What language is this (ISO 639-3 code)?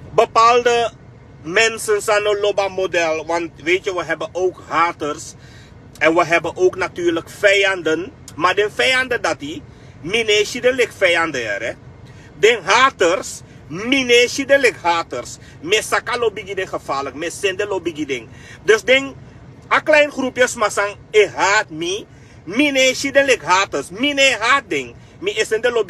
srn